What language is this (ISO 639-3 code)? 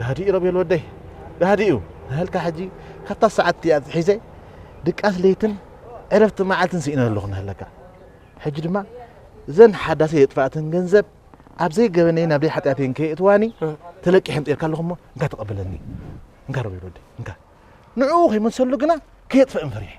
tir